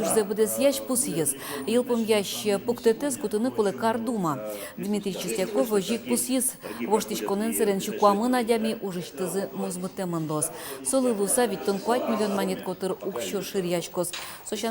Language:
Udmurt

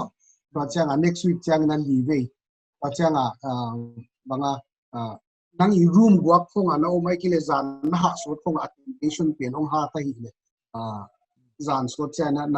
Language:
Paite Chin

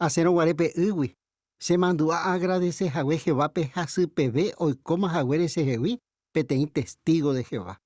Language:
Guarani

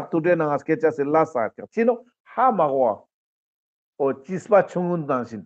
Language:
Ladakhi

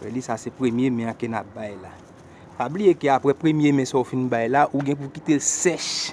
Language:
Haitian Creole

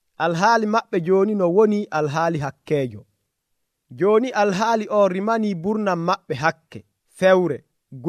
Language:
Nigerian Fulfulde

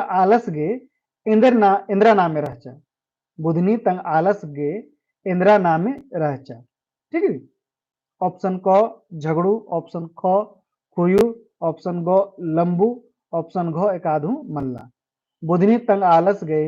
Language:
Kurukh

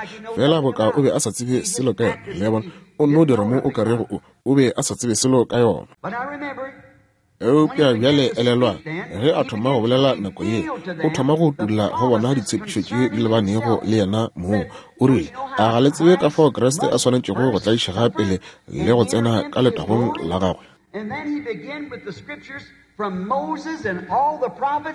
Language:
Northern Sotho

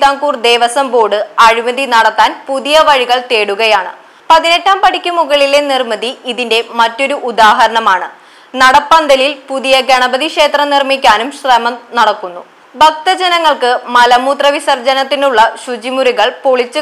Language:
Malayalam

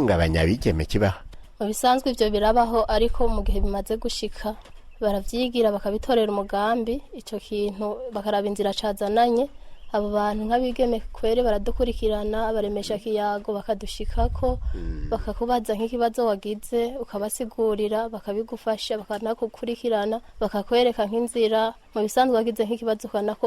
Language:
Rundi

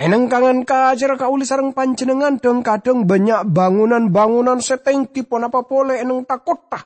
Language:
Madurese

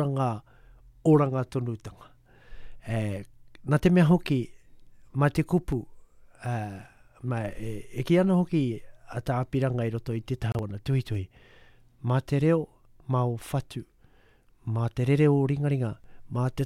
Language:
Māori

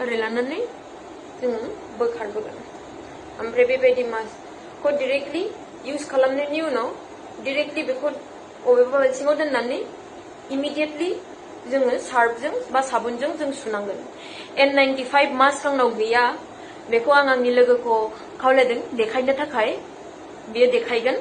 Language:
Bodo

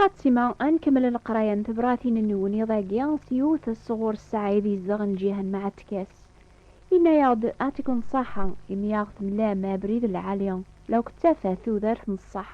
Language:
Kabyle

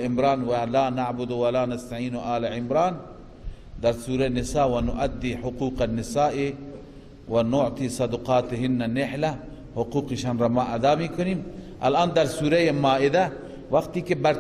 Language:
Persian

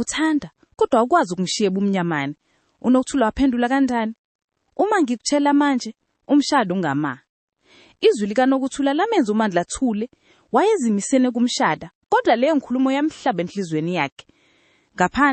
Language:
Zulu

